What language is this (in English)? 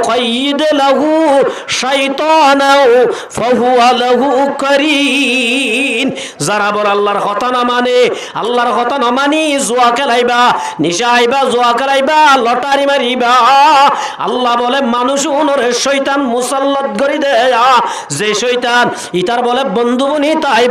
Rohingya